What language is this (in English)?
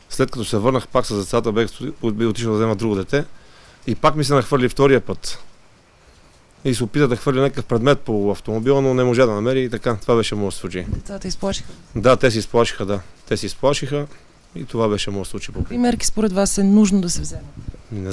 Bulgarian